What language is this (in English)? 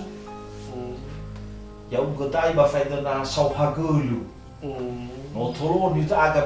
Nias